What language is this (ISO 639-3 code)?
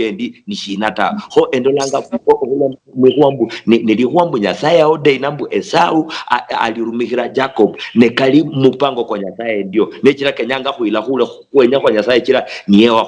luy